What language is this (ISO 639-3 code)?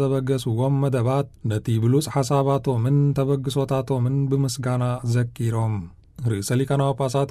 tir